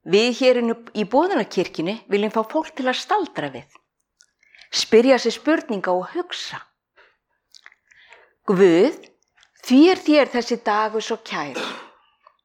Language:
Icelandic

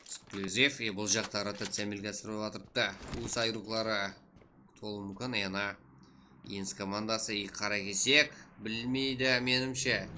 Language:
Kara-Kalpak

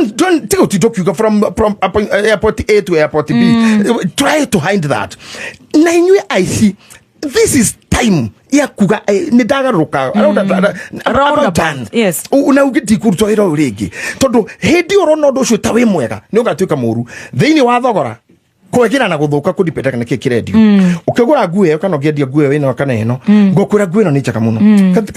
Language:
Kikuyu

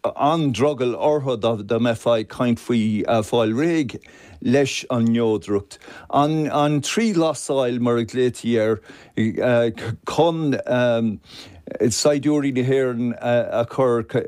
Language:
Irish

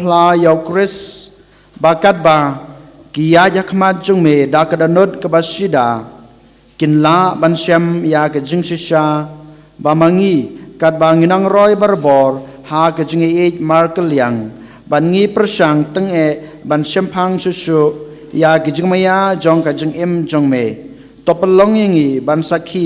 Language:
Khasi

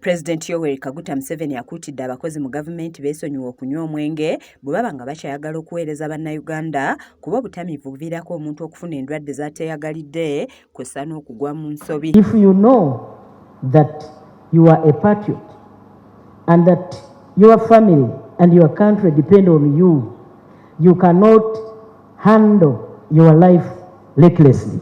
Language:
Ganda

